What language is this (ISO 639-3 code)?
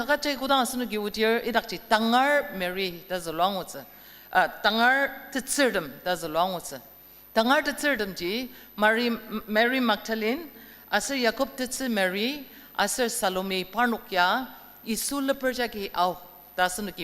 njo